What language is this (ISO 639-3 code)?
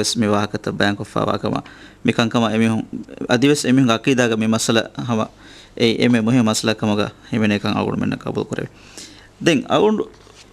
div